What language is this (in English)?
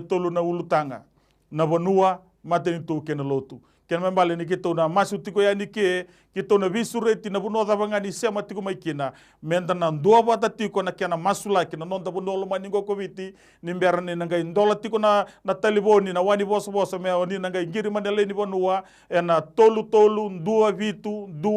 Fijian